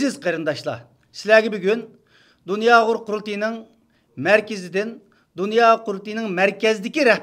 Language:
Uyghur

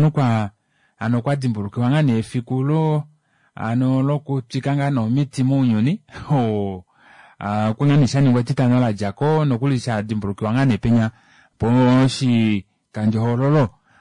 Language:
Kuanyama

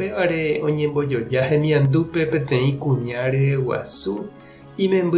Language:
Guarani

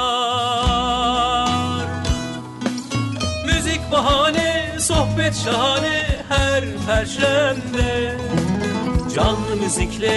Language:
Turkish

